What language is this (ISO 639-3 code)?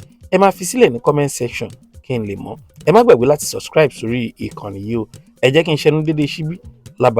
yor